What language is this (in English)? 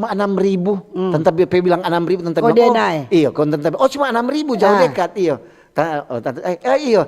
Manado Malay